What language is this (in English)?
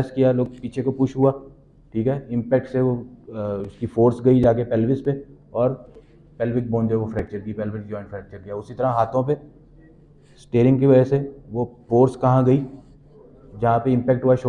Hindi